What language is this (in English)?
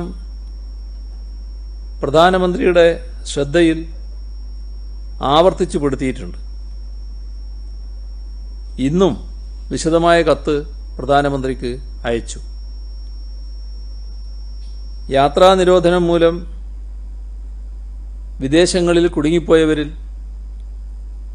Malayalam